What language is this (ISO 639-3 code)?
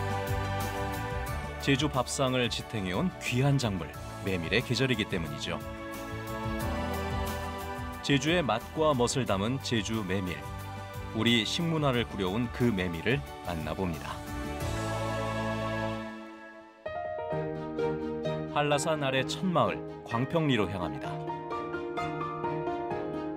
kor